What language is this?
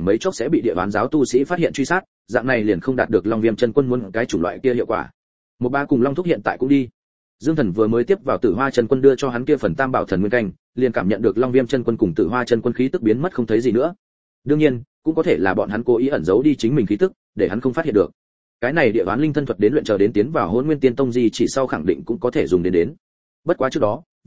Vietnamese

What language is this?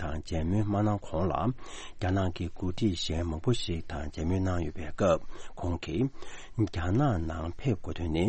Tibetan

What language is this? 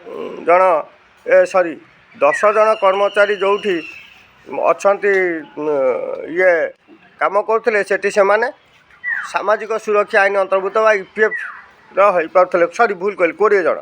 Odia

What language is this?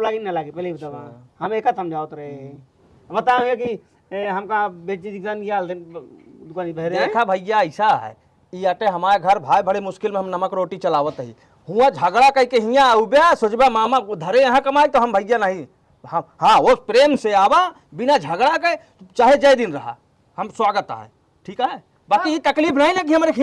Awadhi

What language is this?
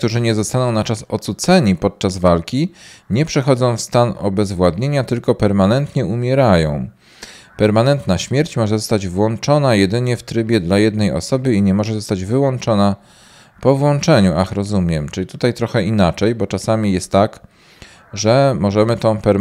Polish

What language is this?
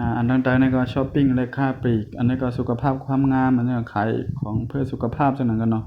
Shan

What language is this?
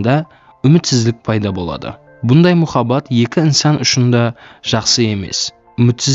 Kara-Kalpak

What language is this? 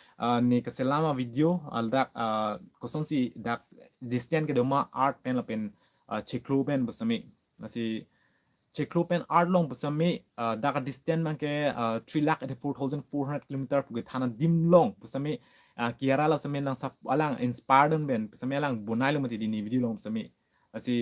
Karbi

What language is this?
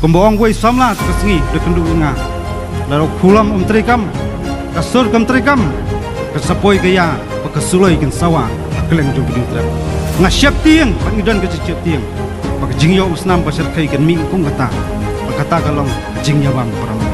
Khasi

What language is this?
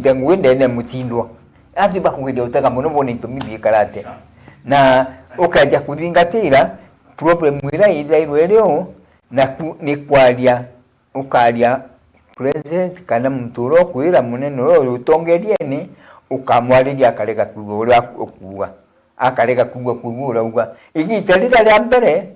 Meru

